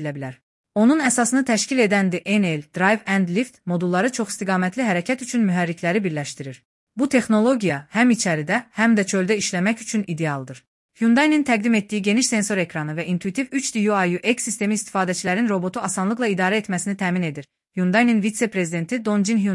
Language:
Azerbaijani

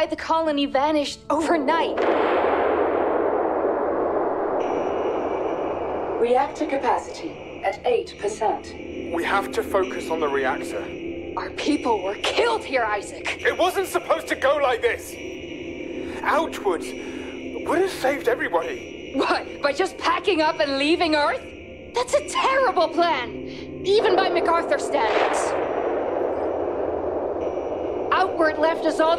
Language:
English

